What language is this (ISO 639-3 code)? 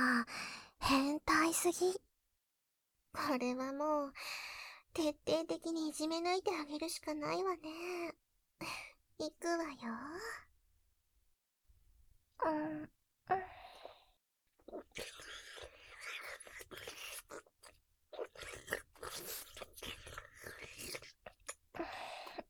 jpn